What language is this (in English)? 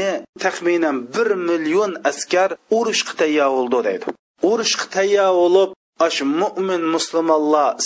Uyghur